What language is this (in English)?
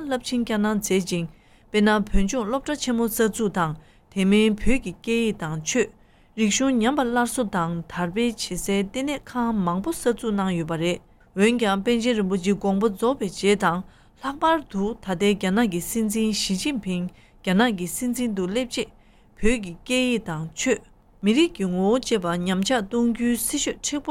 Tibetan